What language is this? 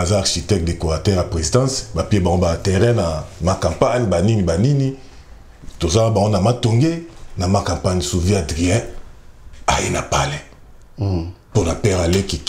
Lingala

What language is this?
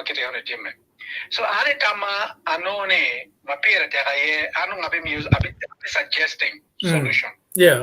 Acoli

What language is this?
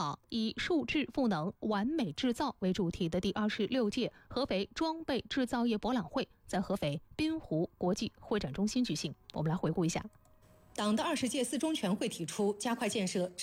Chinese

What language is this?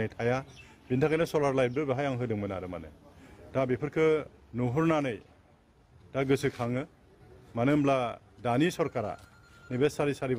Bodo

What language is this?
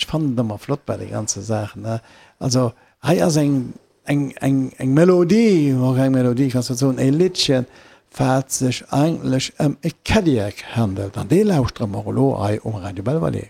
Luxembourgish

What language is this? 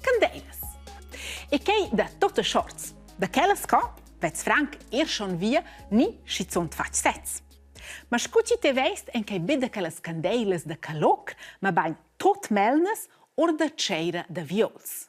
Romansh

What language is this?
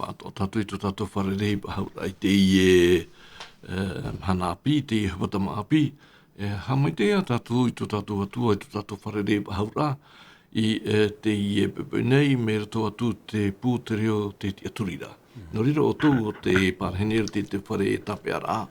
Tahitian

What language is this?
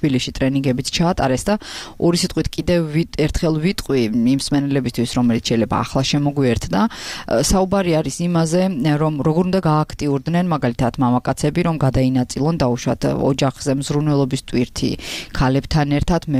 Georgian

